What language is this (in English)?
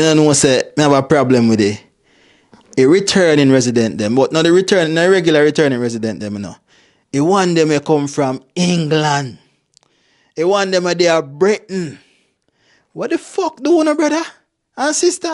Jamaican Creole English